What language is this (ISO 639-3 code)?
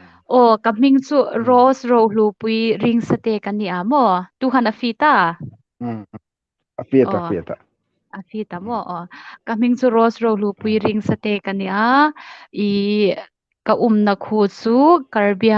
hmr